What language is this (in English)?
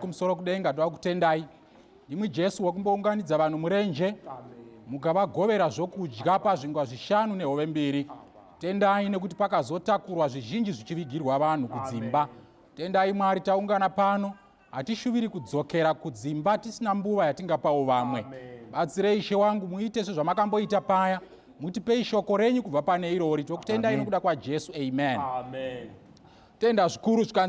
Shona